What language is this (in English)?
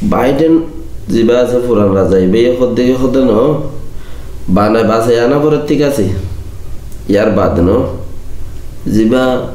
Rohingya